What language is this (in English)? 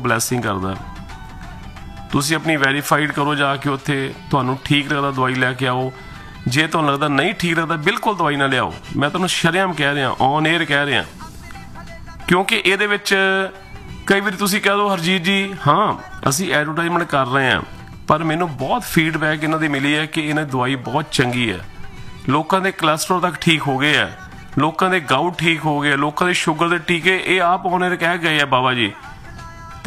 Punjabi